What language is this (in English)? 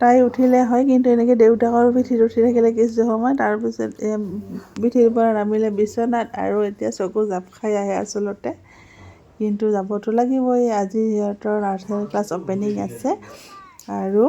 Assamese